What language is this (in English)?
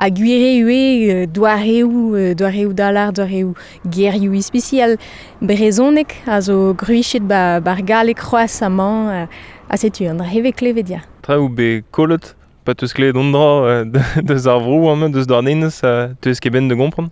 Breton